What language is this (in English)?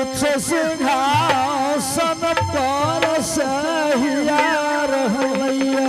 Angika